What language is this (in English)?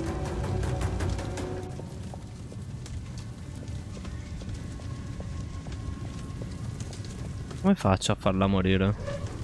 Italian